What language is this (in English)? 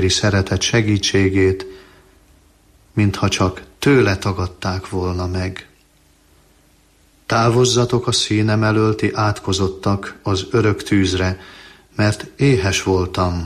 Hungarian